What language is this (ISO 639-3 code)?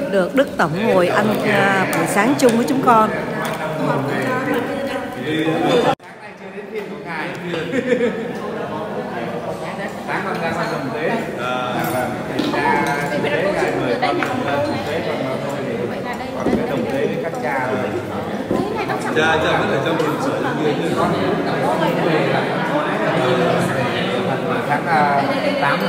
vie